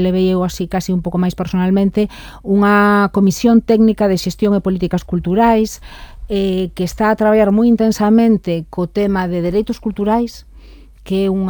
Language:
Galician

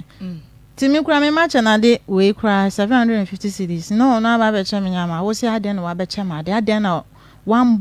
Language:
Akan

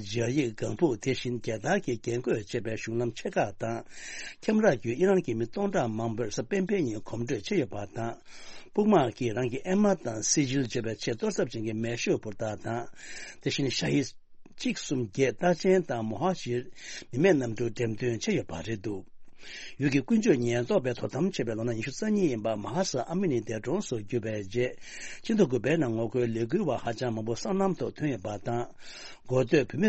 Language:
Tibetan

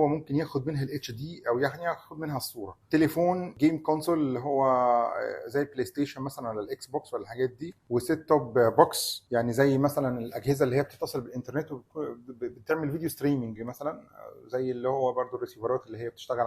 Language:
Egyptian Arabic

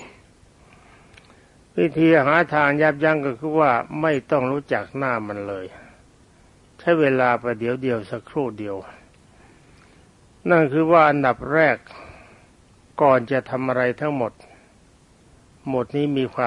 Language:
Thai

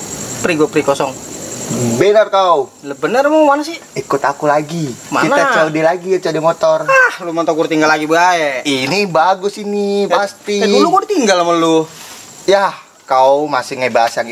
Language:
Betawi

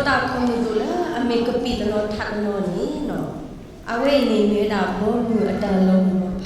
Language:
S'gaw Karen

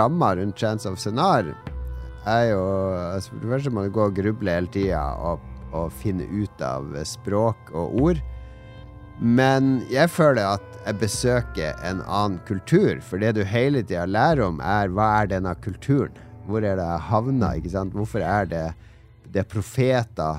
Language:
Norwegian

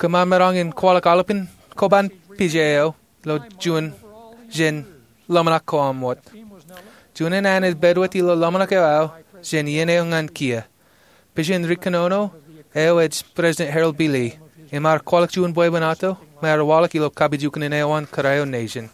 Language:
Marshallese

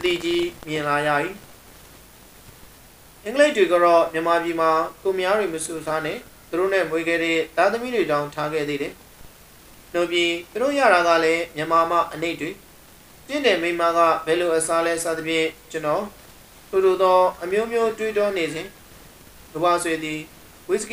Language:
Burmese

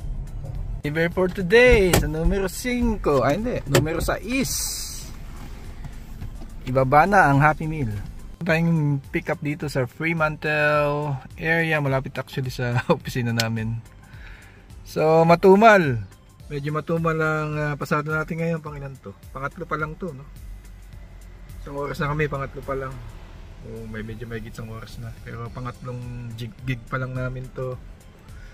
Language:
Filipino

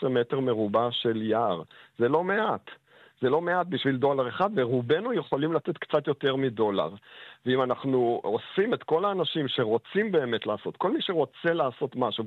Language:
Hebrew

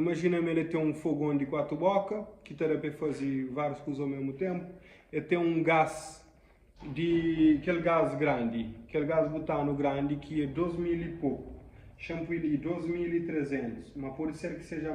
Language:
Kabuverdianu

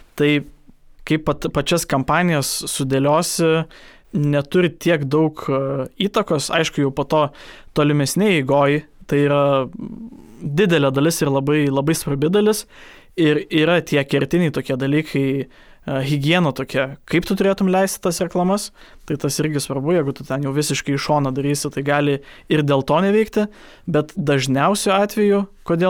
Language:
Lithuanian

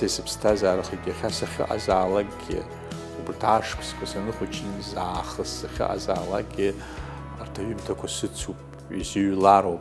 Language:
Abkhazian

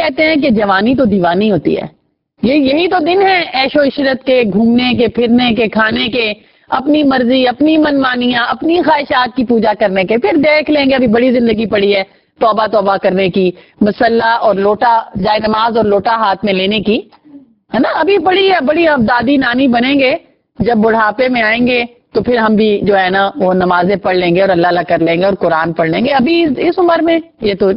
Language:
Urdu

